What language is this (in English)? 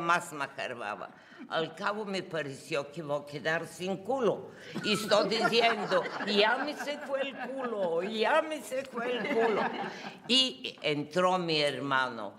Ladino